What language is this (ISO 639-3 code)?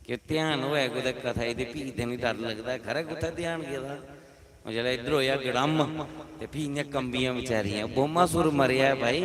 doi